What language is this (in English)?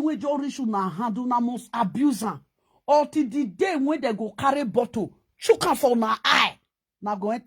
Nigerian Pidgin